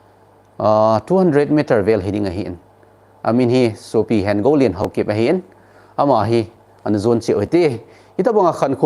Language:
Thado Chin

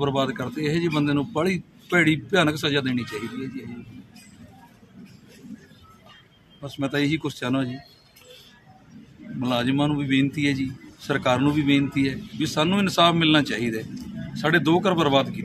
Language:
Punjabi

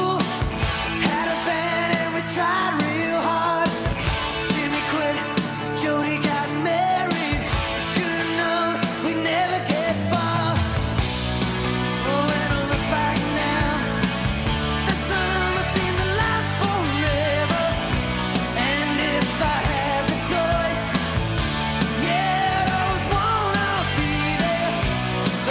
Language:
English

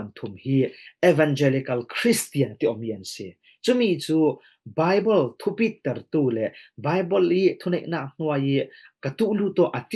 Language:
Falam Chin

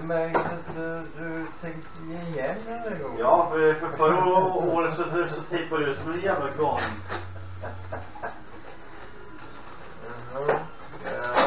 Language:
Swedish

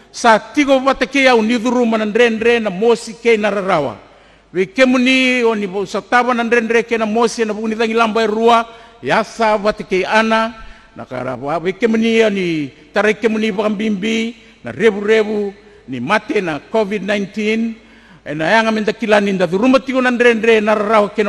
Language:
Fijian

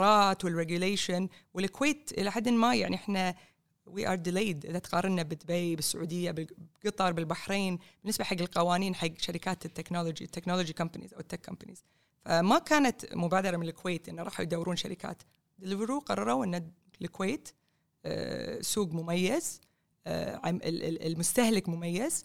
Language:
Gulf Arabic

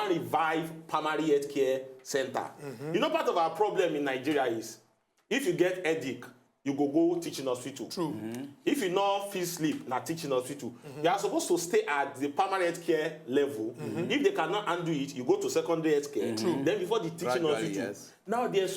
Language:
Nigerian Pidgin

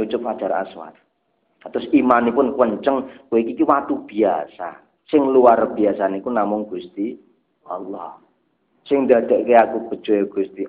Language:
Javanese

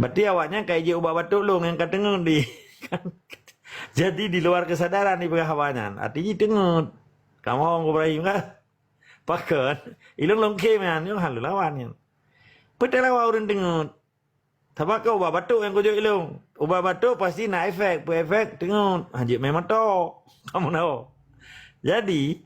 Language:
Achinese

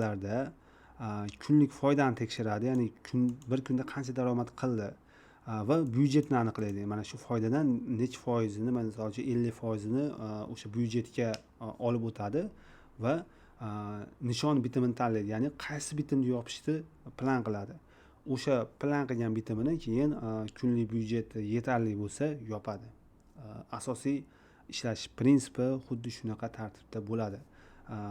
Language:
Uzbek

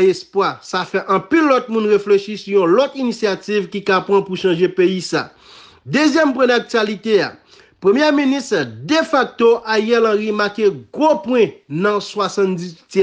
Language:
Haitian Creole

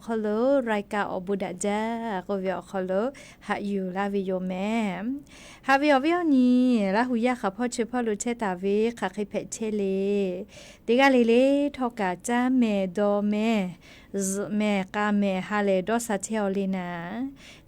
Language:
Lahu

